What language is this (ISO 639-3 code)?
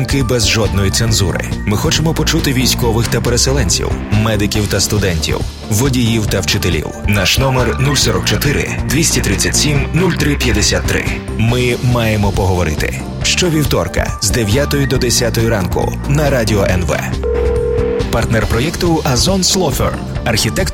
ukr